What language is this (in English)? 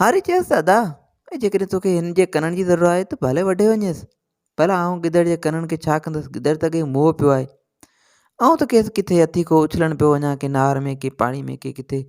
Sindhi